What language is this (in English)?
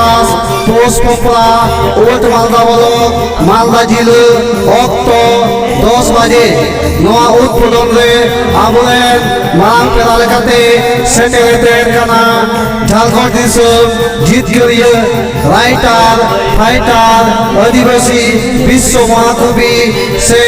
Santali